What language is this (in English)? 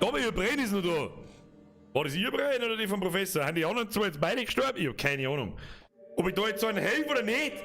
Bavarian